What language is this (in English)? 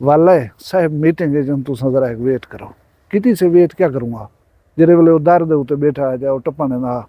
Saraiki